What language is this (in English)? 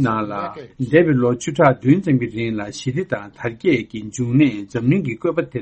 Tibetan